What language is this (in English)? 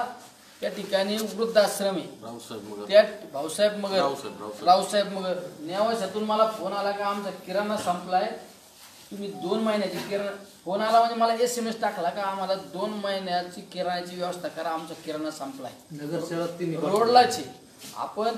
Marathi